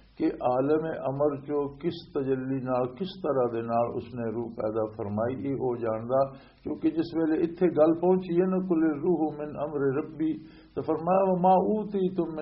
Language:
Western Panjabi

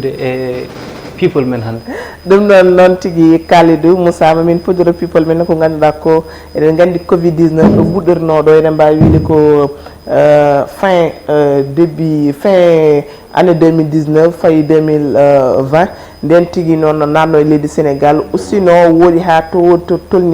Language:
Fula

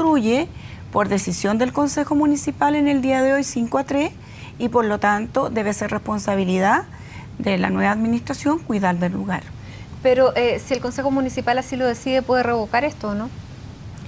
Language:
Spanish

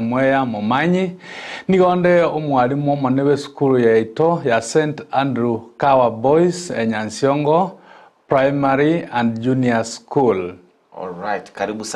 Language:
Gusii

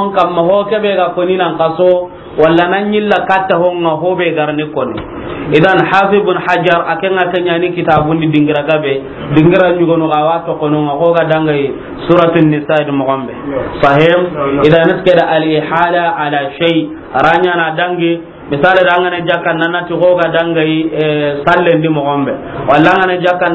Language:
Soninke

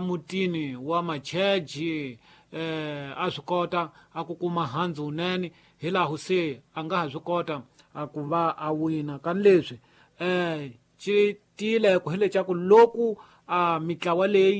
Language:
Tsonga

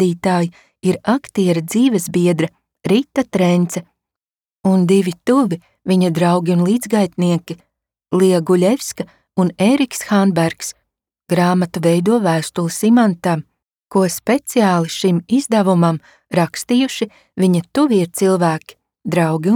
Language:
Latvian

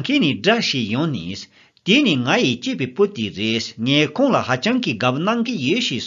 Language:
Tibetan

